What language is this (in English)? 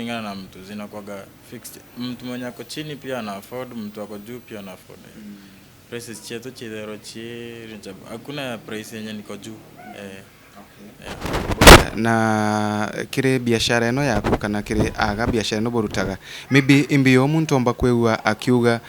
Meru